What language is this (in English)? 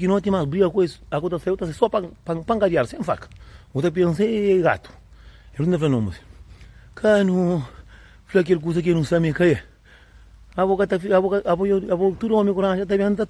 Kabuverdianu